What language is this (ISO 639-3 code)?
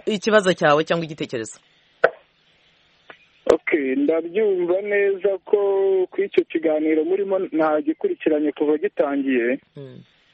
kin